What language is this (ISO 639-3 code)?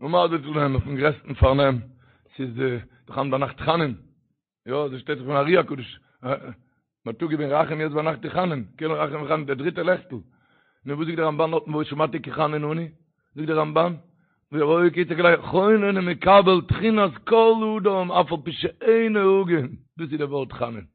yid